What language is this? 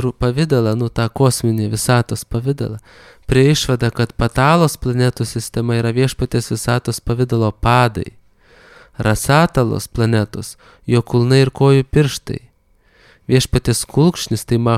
Lithuanian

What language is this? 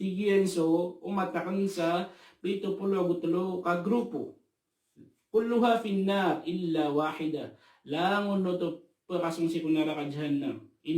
Maranao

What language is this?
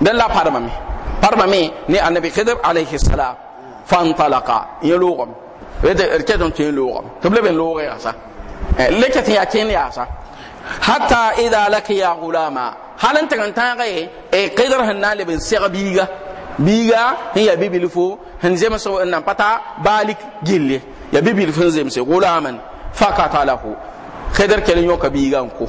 Mossi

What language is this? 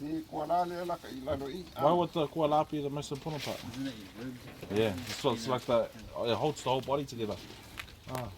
Samoan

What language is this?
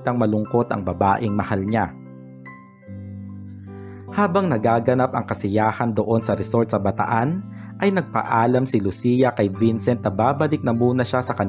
Filipino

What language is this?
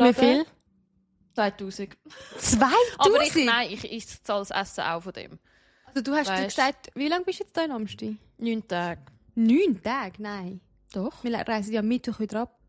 Swiss German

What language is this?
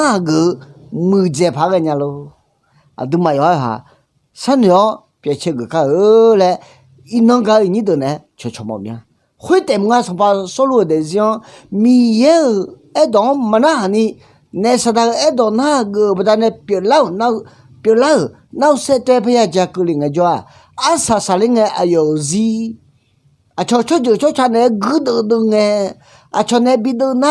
Akha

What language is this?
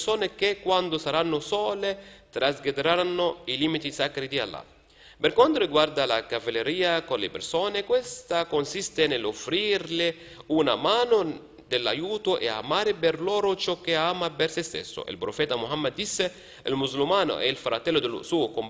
Italian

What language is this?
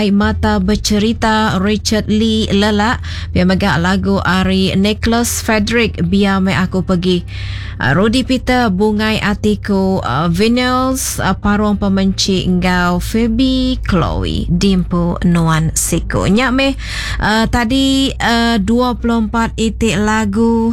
Iban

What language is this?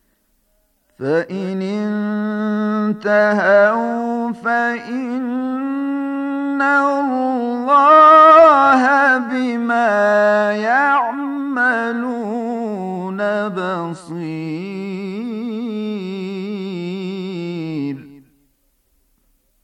Bosnian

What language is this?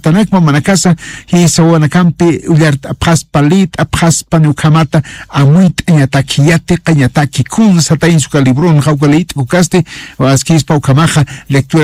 Aymara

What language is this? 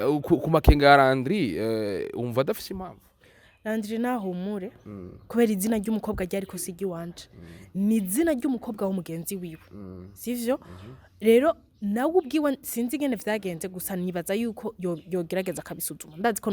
Rundi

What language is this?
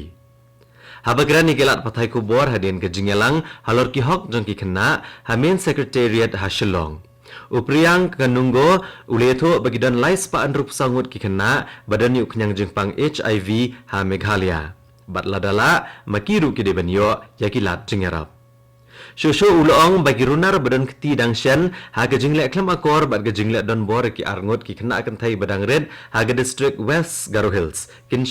Khasi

